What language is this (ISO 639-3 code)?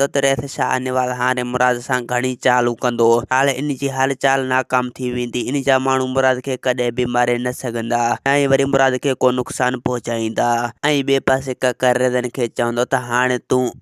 snd